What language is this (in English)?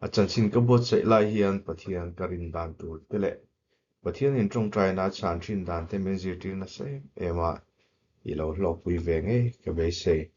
Mizo